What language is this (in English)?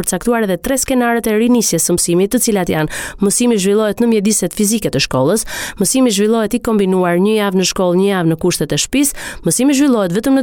Albanian